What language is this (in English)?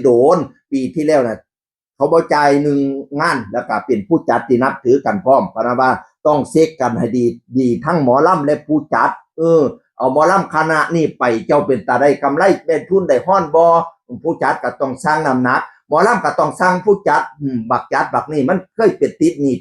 Northeastern Thai